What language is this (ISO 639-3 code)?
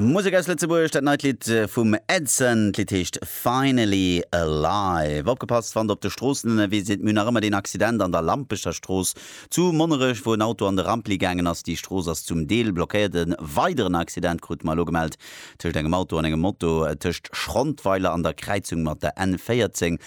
ltz